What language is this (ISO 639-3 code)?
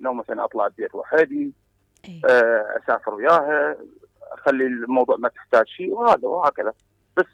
acm